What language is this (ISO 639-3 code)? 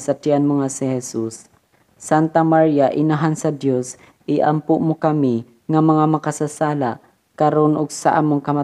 ceb